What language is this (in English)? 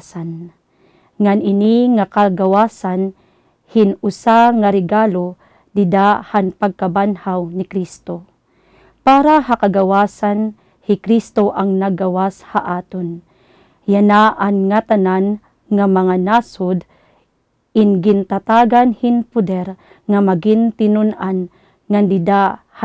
Waray